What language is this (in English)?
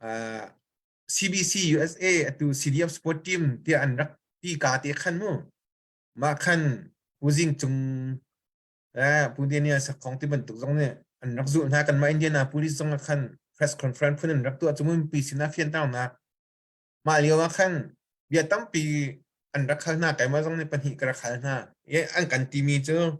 Hakha Chin